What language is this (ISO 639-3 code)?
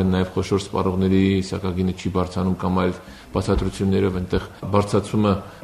hye